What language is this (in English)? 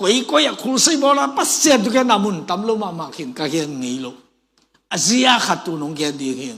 Tedim Chin